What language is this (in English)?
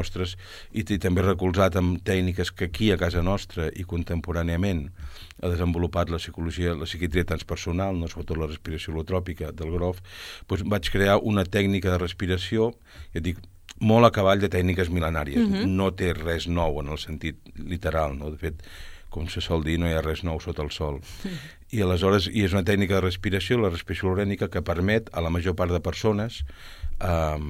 Catalan